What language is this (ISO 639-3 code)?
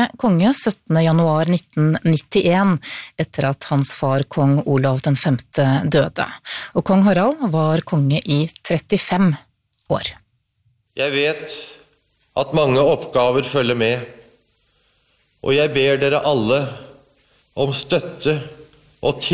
nor